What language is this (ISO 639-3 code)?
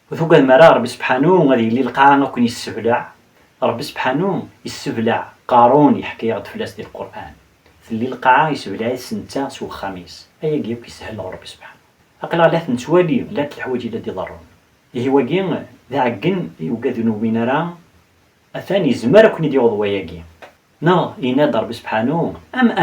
kab